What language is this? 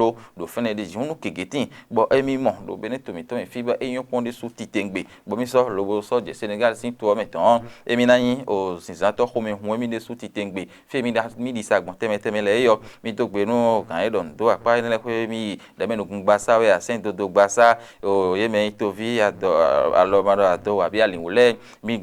Fon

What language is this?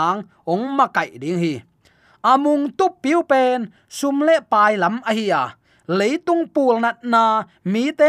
Tedim Chin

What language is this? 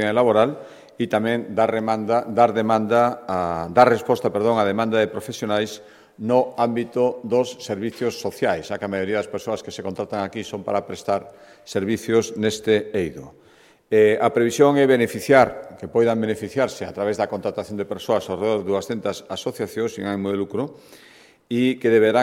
Galician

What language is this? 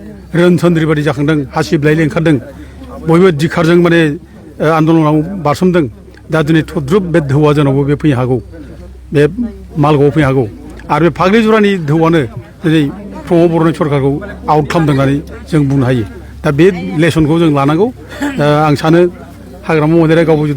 Bodo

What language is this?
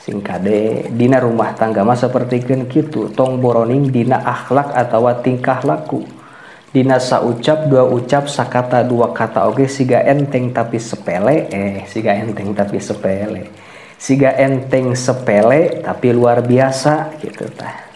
Sundanese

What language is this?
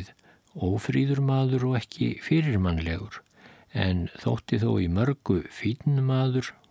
Icelandic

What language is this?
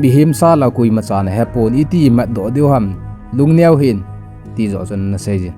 Thado Chin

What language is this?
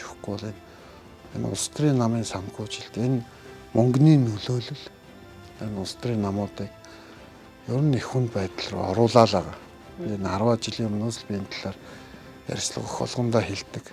Mongolian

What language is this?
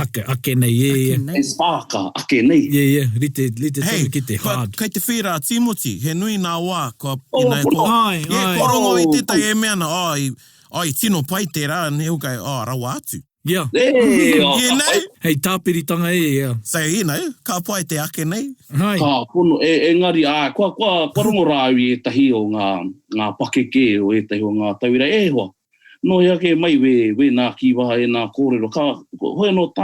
Māori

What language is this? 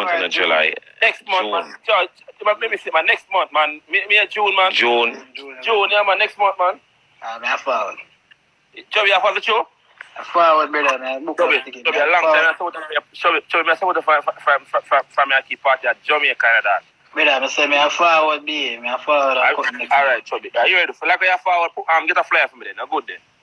Jamaican Creole English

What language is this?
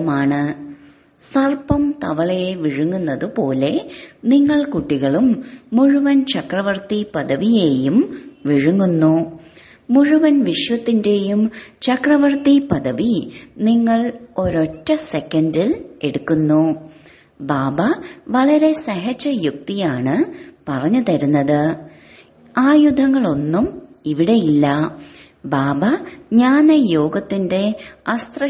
Malayalam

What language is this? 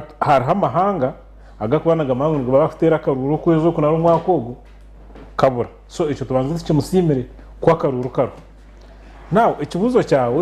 Nyankole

